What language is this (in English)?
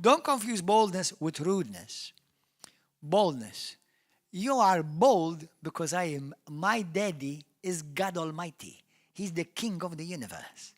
English